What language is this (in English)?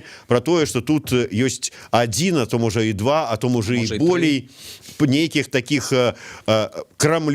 Belarusian